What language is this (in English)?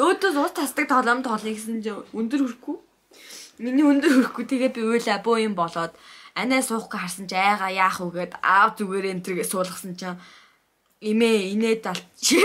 Mongolian